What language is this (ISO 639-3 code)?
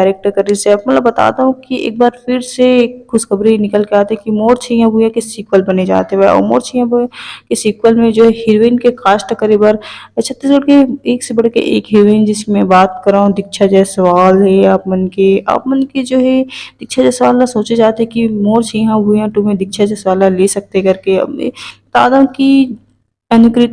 hne